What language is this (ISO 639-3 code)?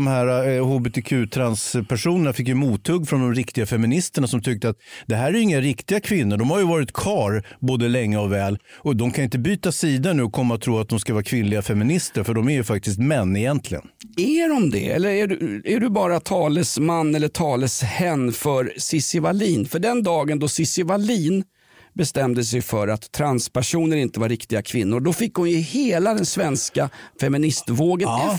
swe